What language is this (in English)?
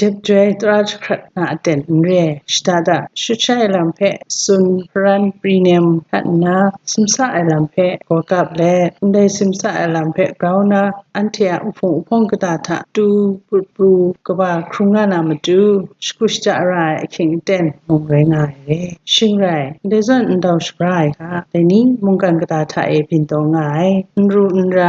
Kachin